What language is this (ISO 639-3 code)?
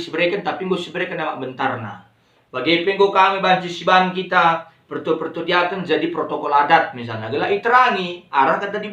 btx